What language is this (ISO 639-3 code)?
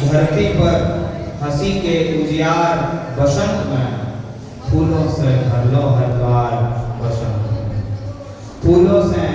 anp